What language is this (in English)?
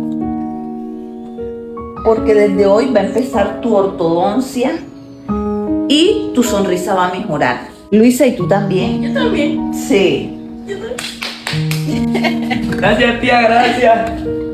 Spanish